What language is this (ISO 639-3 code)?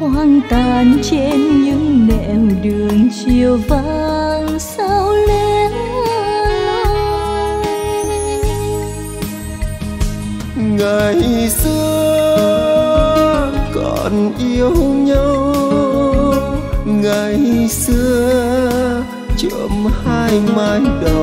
vie